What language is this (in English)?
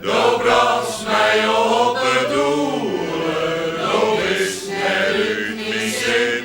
Western Frisian